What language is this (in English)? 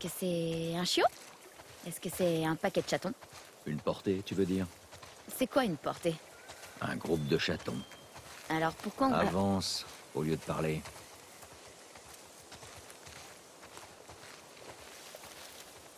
French